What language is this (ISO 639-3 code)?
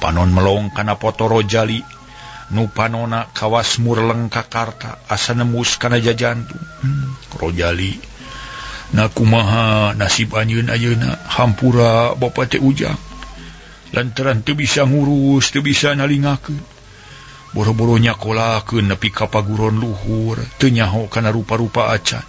sun